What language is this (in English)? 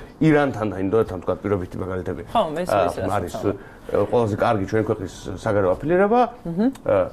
Georgian